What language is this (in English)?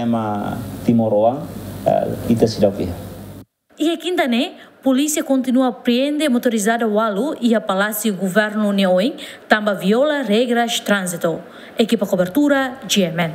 Tetum